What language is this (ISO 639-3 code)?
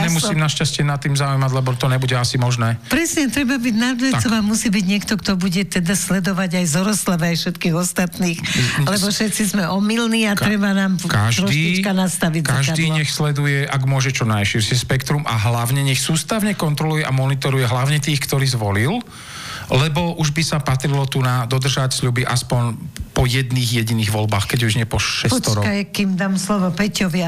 slk